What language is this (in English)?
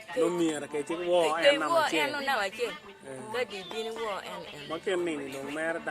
Acoli